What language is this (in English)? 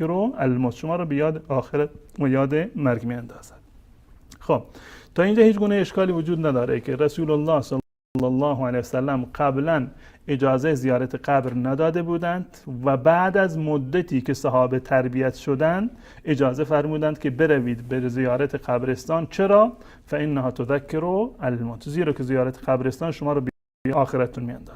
Persian